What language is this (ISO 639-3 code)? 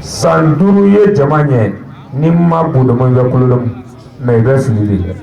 bam